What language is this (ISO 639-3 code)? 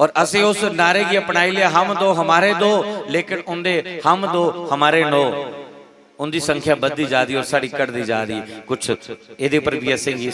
doi